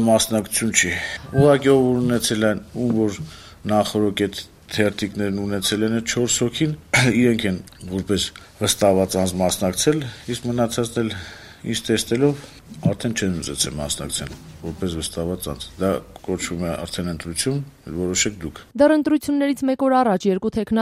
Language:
Armenian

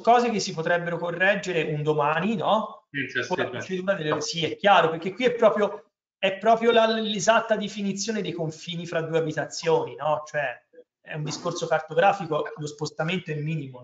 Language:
Italian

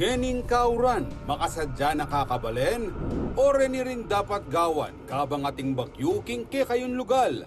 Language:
Pampanga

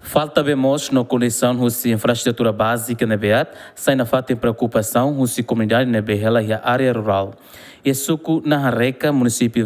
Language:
Tetum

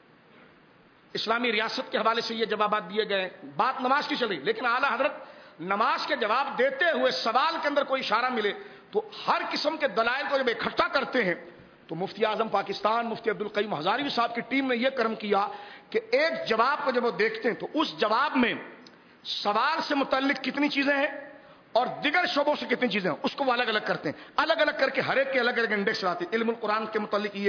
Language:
Urdu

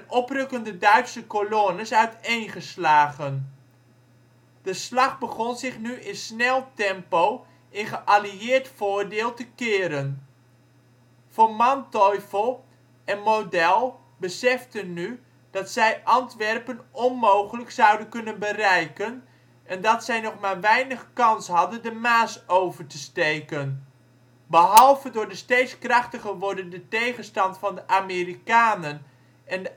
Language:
Dutch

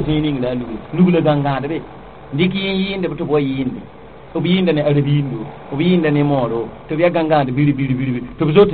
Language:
Mossi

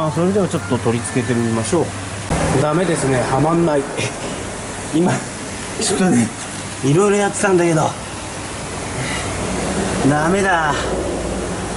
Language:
Japanese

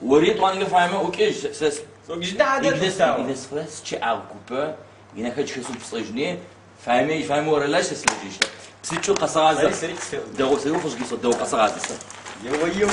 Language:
Adyghe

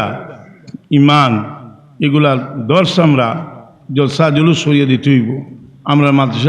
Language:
Sylheti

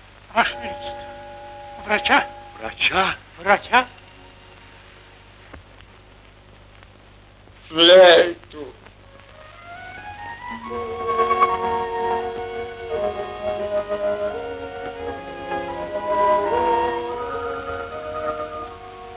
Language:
Russian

